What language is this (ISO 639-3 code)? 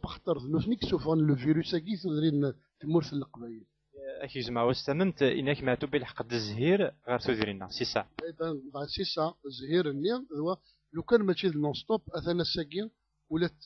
kab